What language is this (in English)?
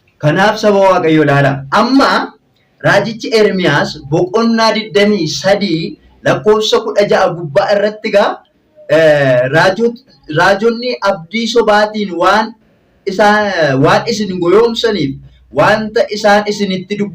Oromo